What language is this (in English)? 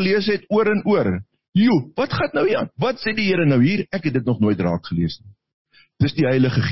Afrikaans